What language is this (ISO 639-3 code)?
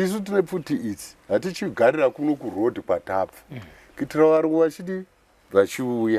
sna